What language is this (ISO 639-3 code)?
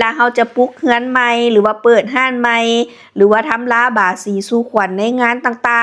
lao